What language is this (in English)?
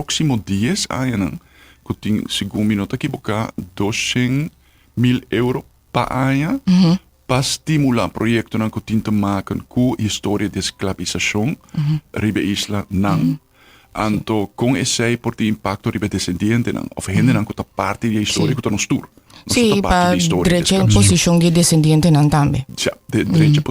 Papiamento